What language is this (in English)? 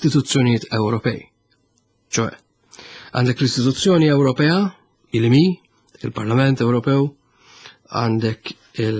Maltese